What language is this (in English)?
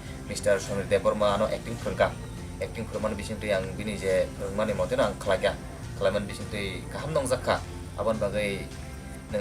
Kok Borok